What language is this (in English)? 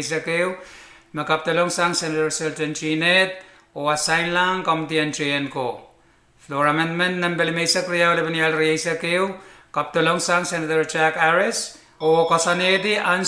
Pohnpeian